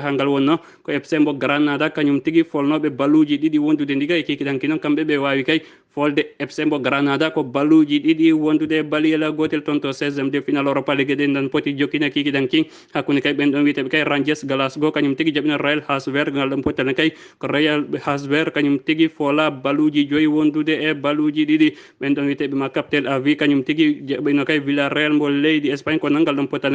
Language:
Fula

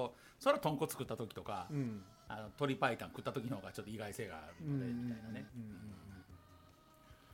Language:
Japanese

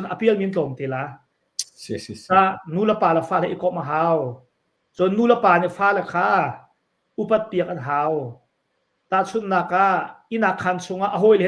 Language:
Hakha Chin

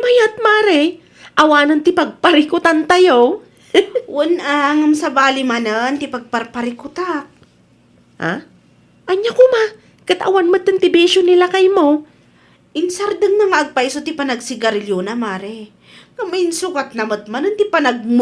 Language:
Iloko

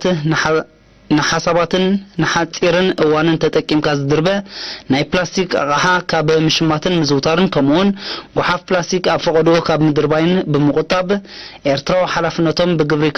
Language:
Tigrinya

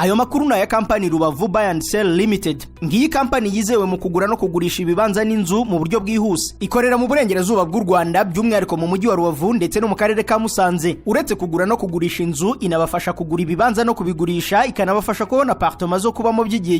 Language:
Kinyarwanda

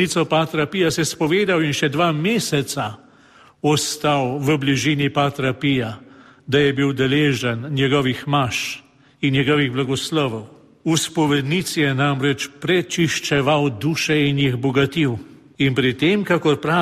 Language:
Slovenian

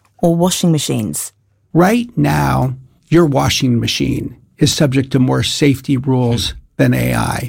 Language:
English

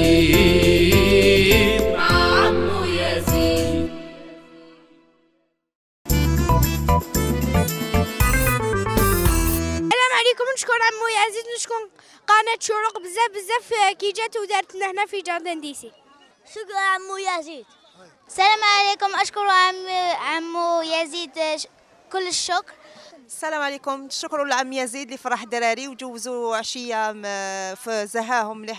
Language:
Algerian Arabic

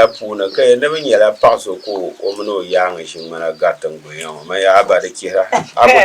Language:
Dagbani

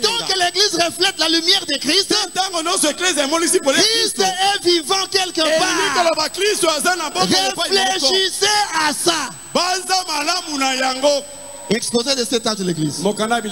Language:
French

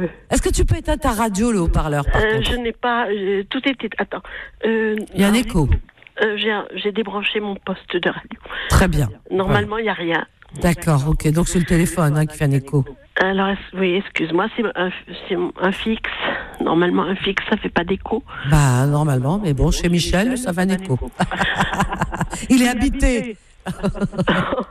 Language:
French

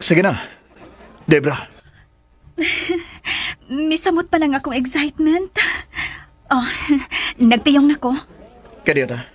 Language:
Cebuano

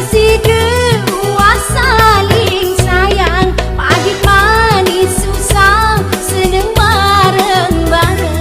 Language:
Sasak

